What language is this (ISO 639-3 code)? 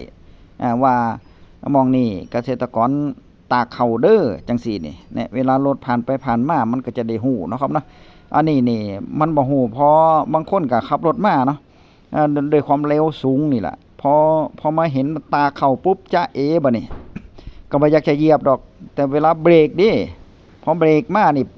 tts